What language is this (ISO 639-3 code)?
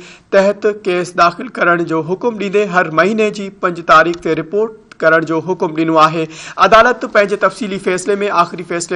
snd